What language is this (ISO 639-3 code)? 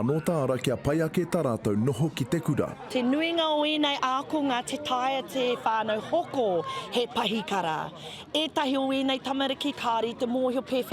mri